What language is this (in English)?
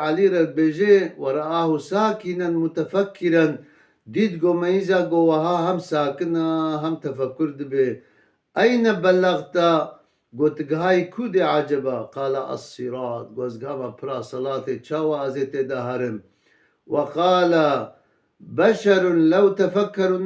Kurdish